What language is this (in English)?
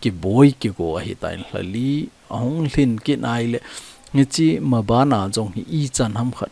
Thado Chin